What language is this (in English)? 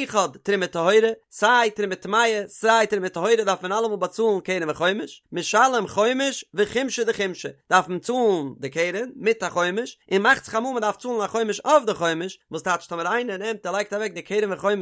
Yiddish